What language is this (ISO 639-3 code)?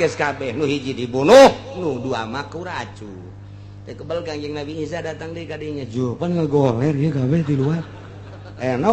sun